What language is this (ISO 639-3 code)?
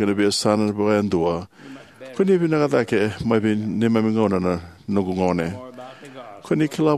fij